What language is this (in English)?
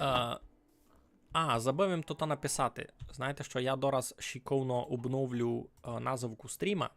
Rusyn